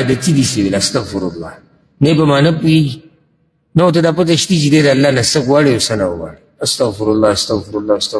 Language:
Pashto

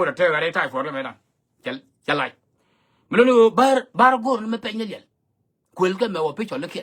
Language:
Nuer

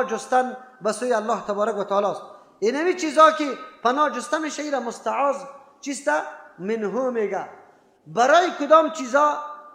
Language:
Persian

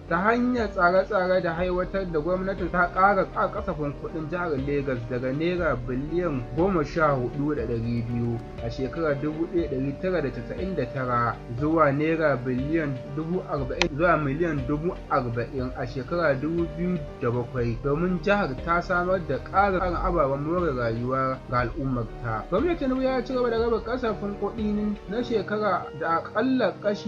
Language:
Hausa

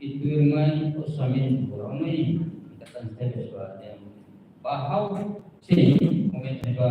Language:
Tetum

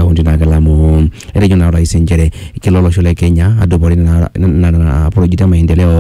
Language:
Masai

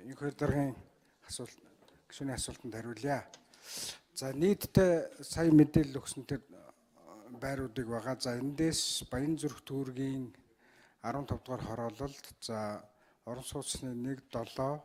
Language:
Mongolian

